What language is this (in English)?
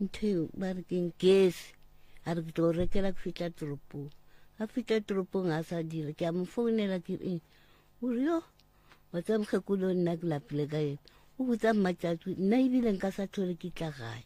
Northern Sotho